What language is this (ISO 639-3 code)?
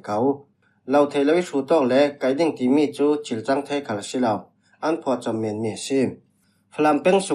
cfm